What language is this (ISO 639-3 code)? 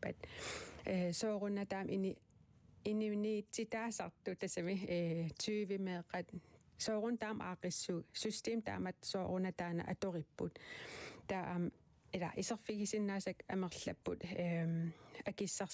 kal